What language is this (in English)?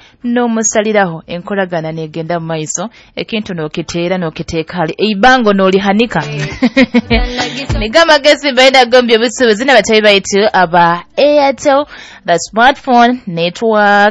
Nyoro